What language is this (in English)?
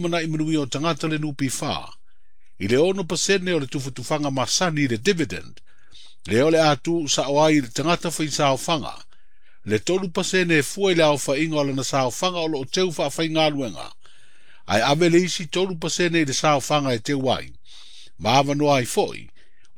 Samoan